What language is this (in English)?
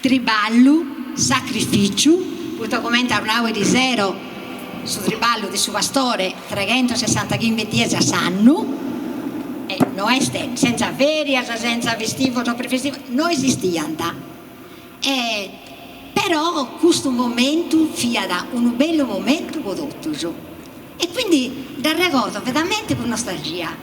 Sardinian